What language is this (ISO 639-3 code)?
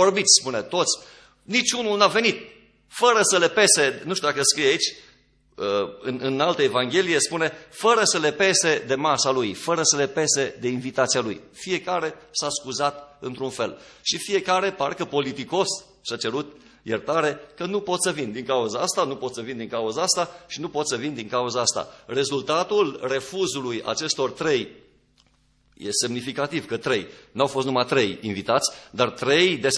ron